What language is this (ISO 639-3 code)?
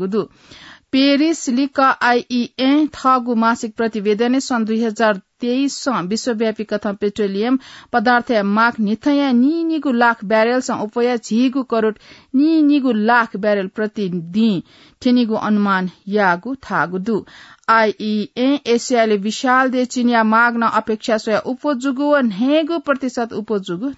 new